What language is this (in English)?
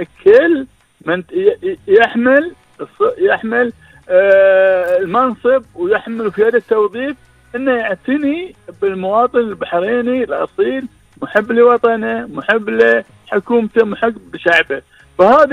Gulf Arabic